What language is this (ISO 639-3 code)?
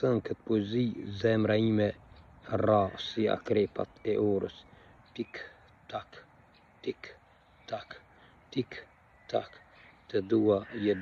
sqi